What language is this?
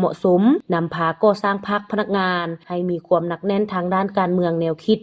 Lao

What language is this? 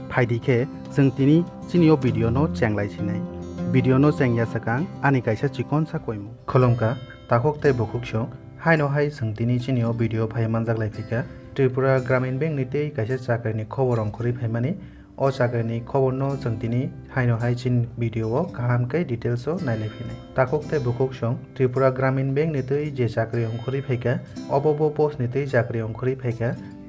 Kok Borok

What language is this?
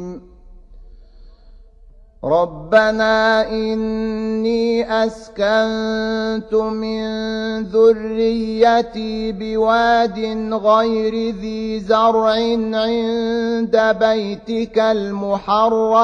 Arabic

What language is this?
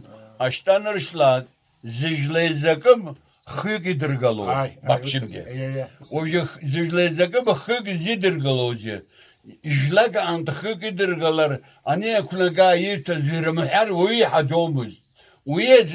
Abkhazian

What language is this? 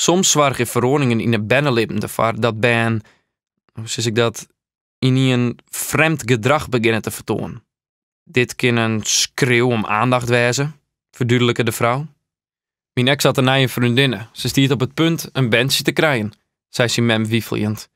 Western Frisian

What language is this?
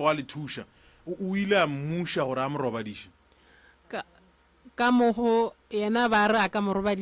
Northern Sotho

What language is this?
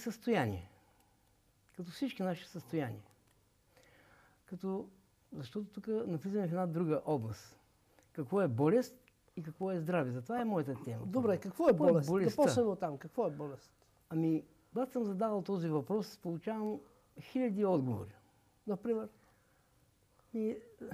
Bulgarian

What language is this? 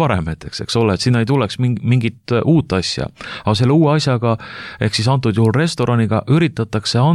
Estonian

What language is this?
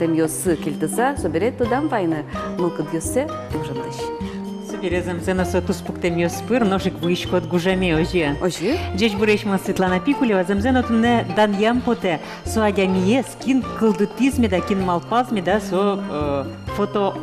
Udmurt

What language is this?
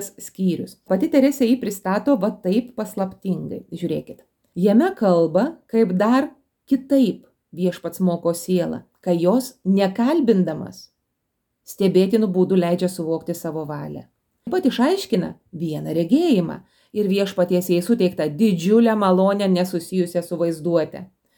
Lithuanian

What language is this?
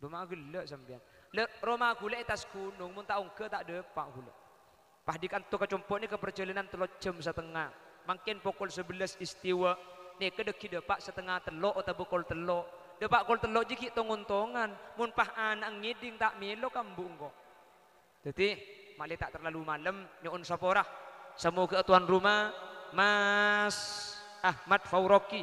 Madurese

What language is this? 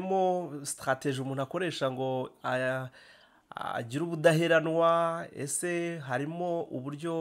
Kinyarwanda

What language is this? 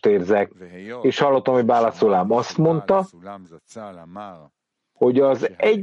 Hungarian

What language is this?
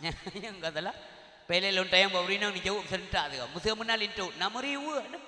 Achinese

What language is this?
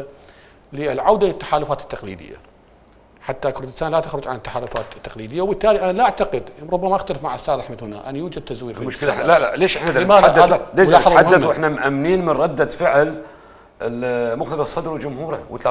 Mesopotamian Arabic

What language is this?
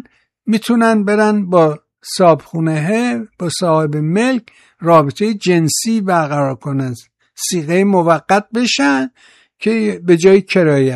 Persian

